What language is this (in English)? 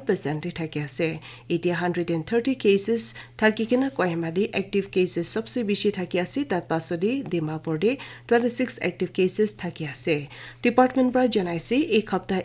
Naga Pidgin